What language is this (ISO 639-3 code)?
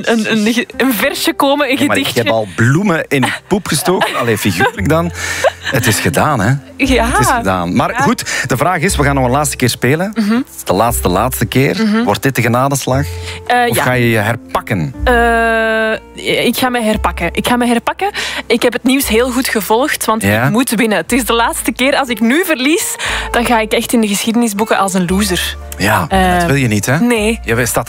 nld